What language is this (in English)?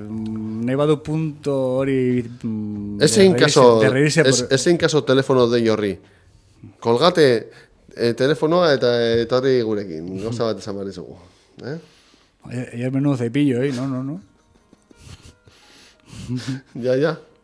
Basque